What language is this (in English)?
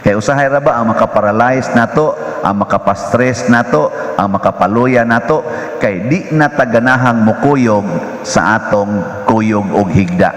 Cebuano